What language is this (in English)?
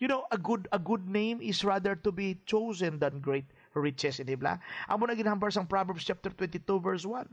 Hiligaynon